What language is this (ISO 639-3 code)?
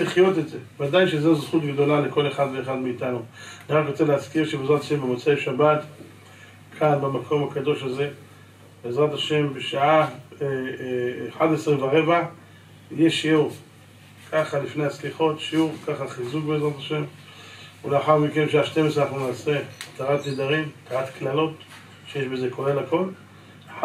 heb